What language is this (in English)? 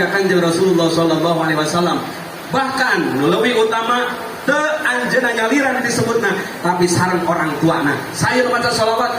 Sundanese